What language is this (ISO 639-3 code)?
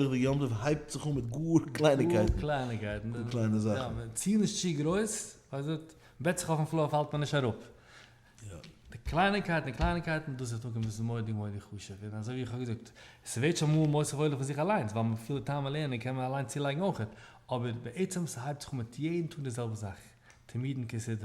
yid